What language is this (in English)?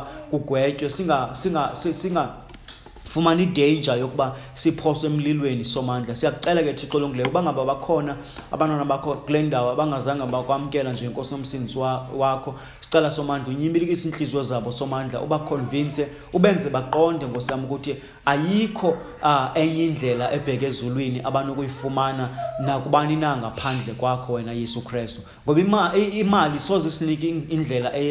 Xhosa